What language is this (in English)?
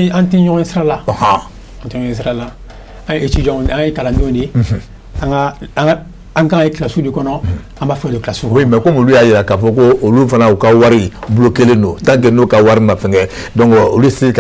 Bambara